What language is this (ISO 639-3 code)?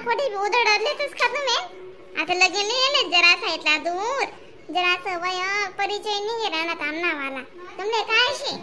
khn